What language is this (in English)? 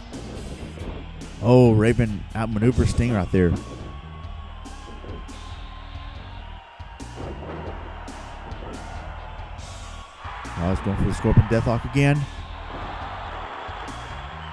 English